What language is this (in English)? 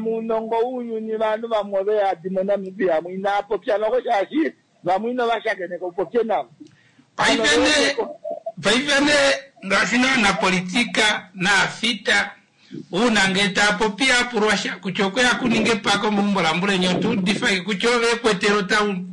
Kuanyama